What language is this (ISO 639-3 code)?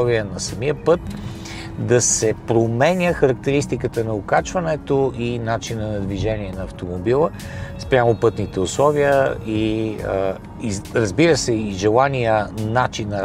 bul